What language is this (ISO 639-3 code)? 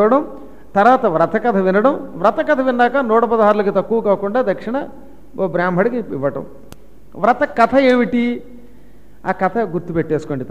tel